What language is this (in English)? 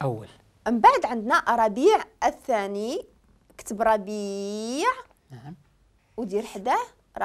Moroccan Arabic